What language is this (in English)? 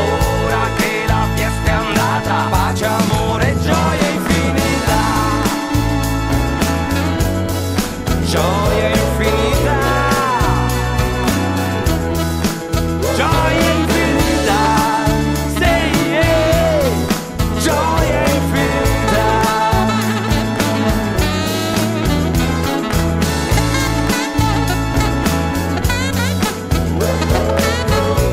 Italian